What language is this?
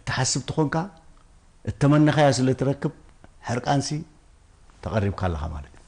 Tigrinya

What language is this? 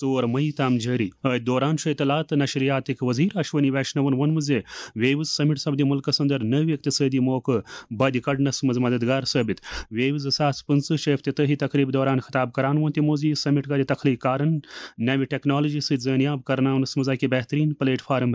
Kashmiri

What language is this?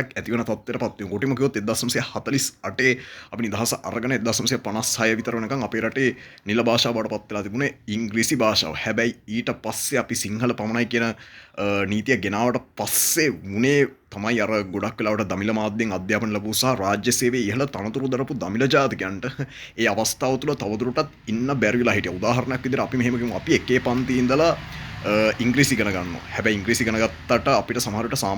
Sinhala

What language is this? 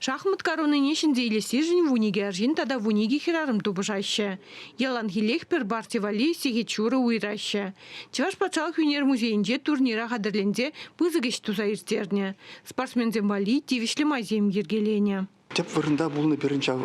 Chuvash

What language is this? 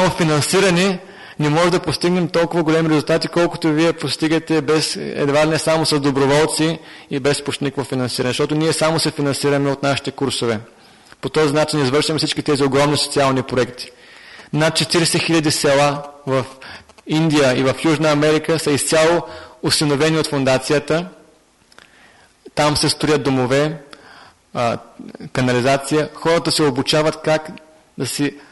Bulgarian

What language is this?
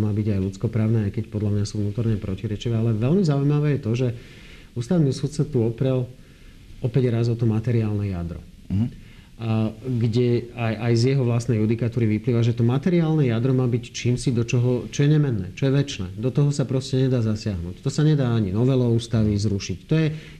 Slovak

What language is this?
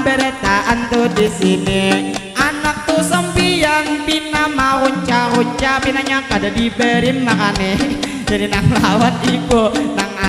Banjar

